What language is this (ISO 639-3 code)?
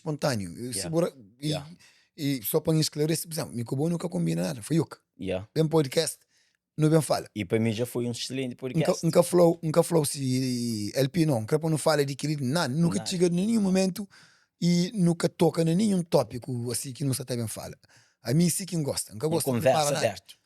kea